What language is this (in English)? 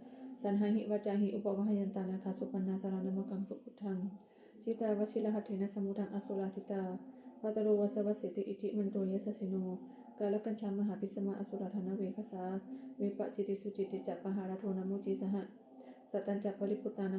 Pali